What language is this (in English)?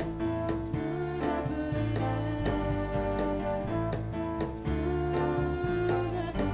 Bulgarian